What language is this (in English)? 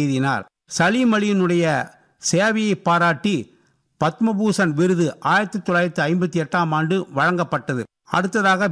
Tamil